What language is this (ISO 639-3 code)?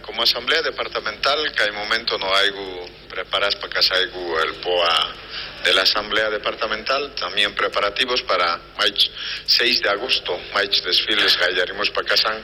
quh